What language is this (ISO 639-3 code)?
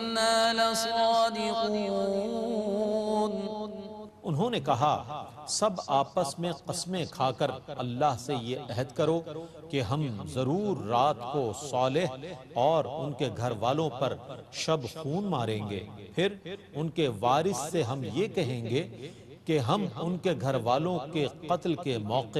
urd